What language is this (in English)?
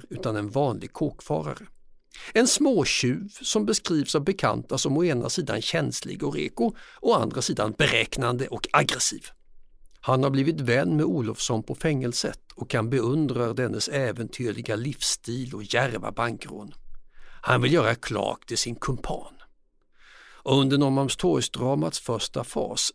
Swedish